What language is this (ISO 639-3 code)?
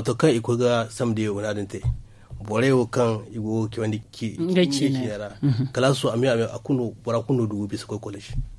dje